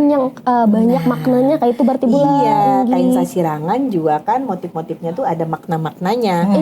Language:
Banjar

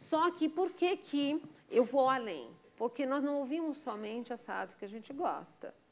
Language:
Portuguese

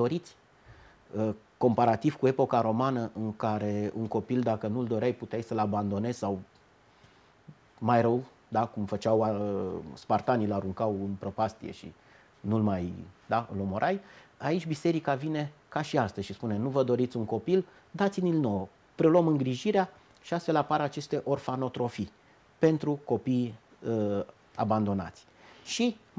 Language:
Romanian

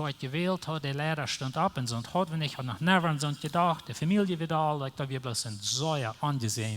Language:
Plautdietsch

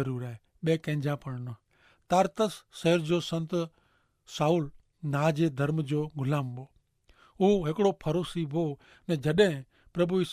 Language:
Kachhi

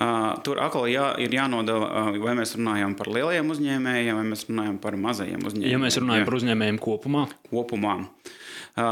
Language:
Latvian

